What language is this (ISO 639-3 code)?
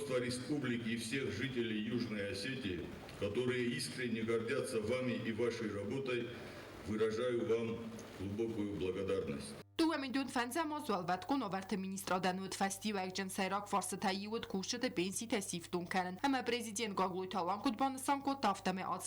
oss